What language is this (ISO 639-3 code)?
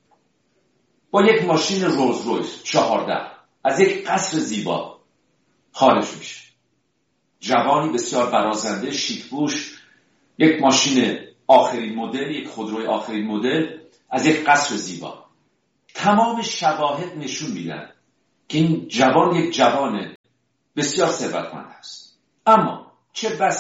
fas